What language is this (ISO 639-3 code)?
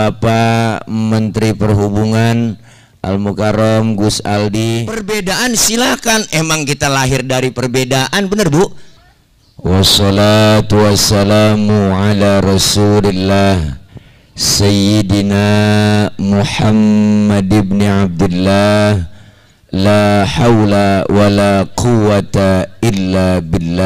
bew